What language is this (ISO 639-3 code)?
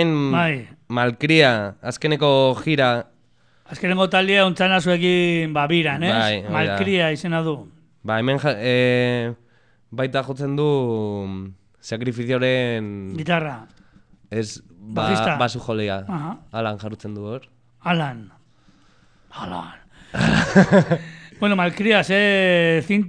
eus